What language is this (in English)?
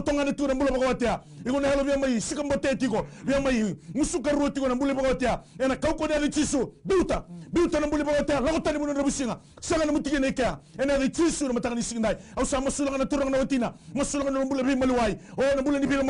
Fijian